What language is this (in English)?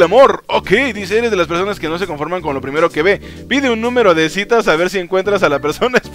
Spanish